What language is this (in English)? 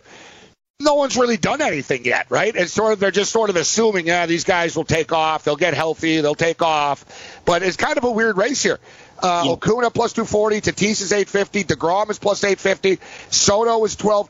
English